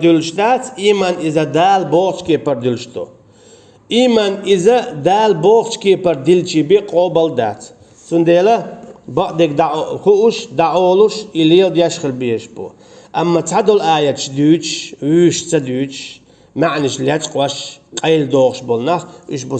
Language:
Chechen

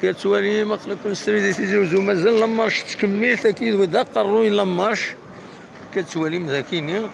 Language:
Kabyle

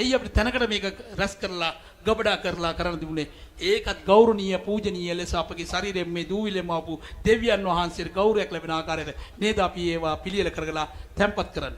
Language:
Sinhala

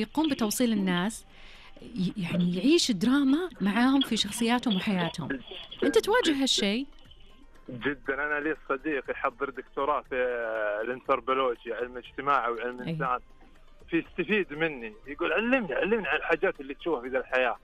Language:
Najdi Arabic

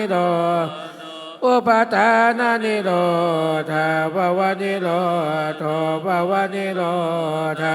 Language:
Pali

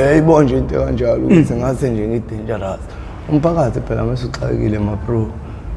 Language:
Zulu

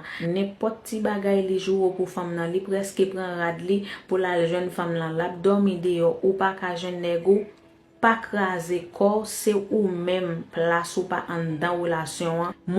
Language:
Haitian Creole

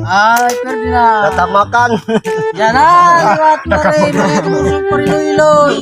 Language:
Waray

